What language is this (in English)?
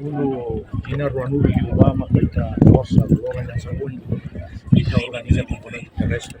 Tetum